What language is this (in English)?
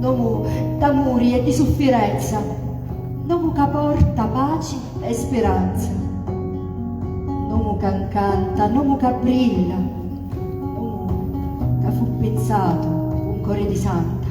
Sicilian